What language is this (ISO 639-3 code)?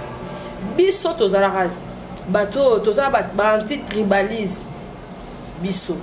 lin